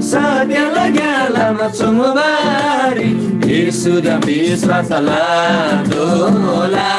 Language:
Eastern Tamang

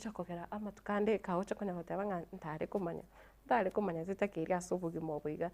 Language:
Gusii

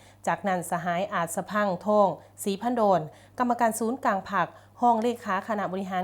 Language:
Lao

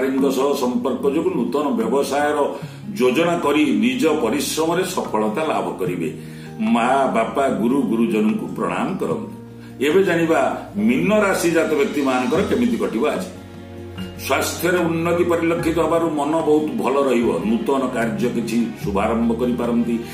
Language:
Odia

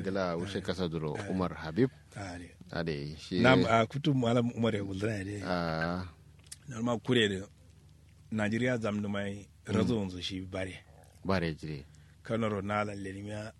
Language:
Kanuri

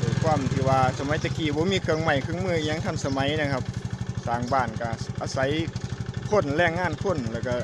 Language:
Lao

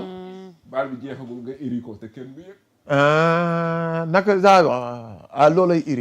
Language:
Wolof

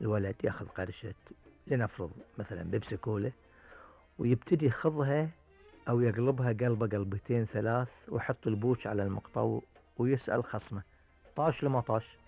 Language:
Gulf Arabic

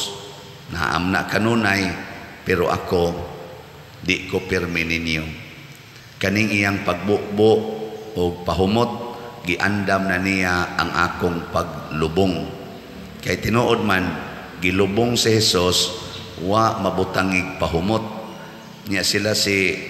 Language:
Cebuano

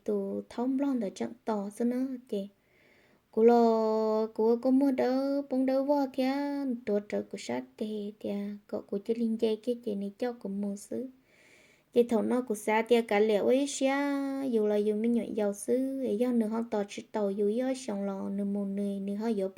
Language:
Hmong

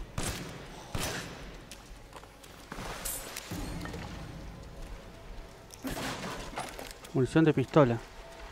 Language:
Spanish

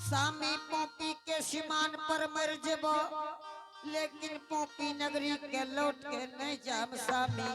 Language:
Angika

